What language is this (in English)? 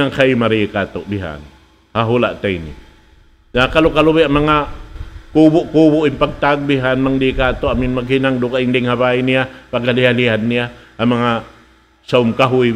Tausug